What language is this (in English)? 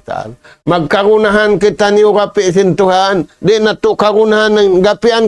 Tausug